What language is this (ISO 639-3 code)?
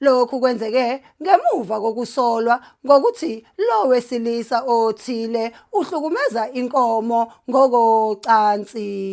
zul